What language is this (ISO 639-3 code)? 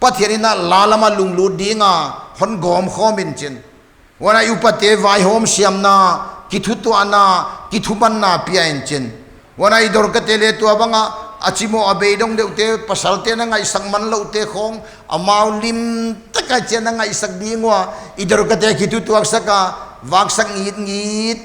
pck